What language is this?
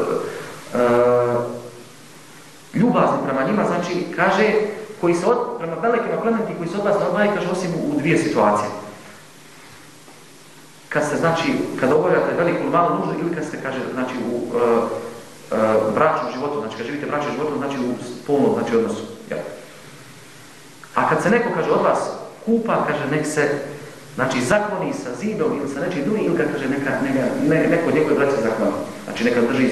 Bosnian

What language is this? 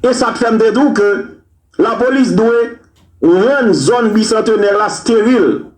Haitian Creole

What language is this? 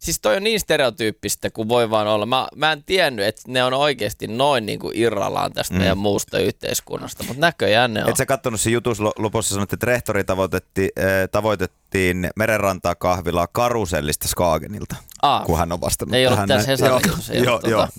Finnish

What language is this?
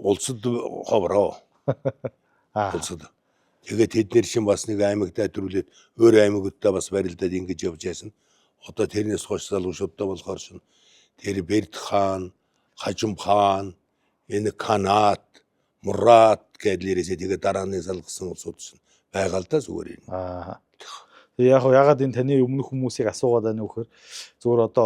Mongolian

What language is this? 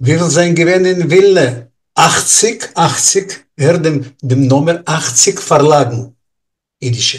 Yiddish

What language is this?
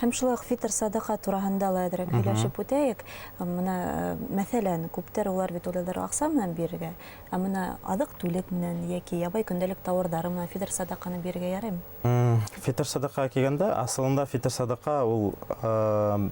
Bashkir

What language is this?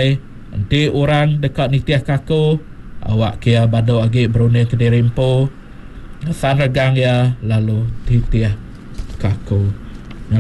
Iban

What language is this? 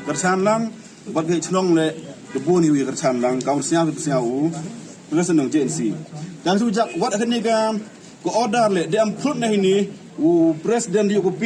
Pnar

